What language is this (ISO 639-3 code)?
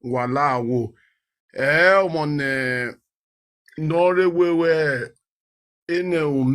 pcm